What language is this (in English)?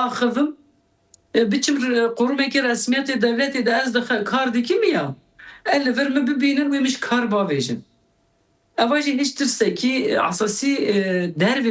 Kurdish